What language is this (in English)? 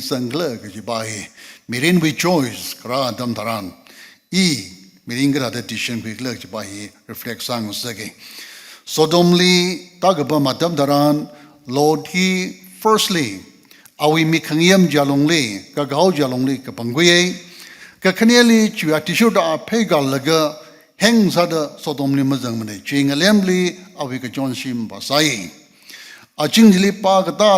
Tangkhul Naga (India)